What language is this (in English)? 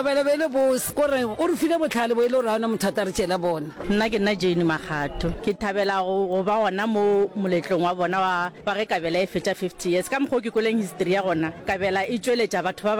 Northern Sotho